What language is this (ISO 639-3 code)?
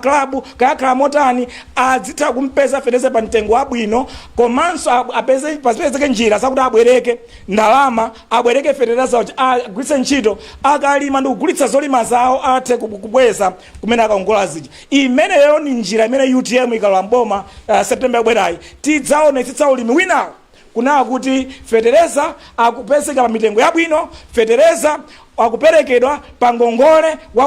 nya